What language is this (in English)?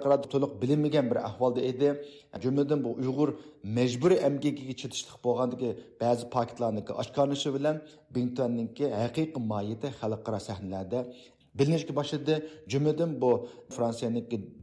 Uyghur